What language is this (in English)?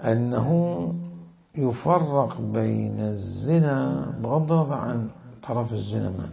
Mesopotamian Arabic